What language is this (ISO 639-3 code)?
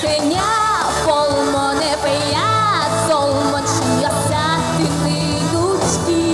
udm